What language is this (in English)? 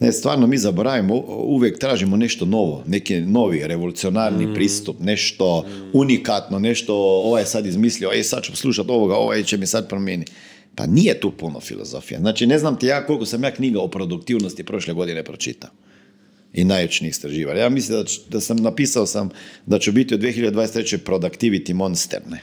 Croatian